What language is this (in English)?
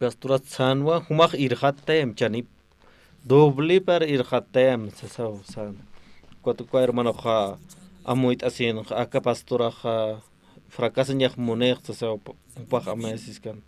Aymara